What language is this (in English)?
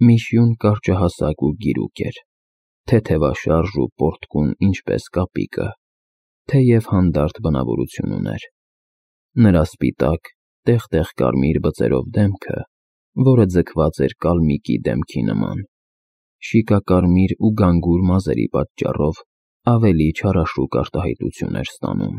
Armenian